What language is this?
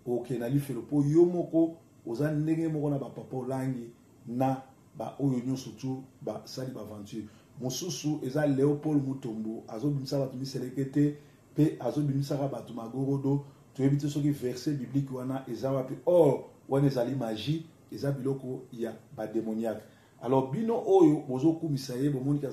Lingala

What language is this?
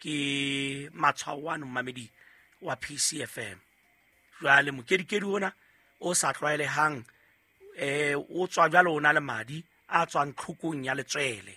Southern Sotho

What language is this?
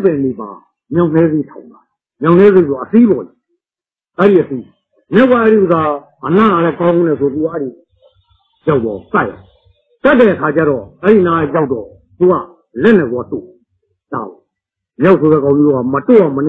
Burmese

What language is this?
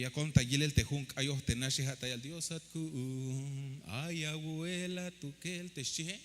Tzeltal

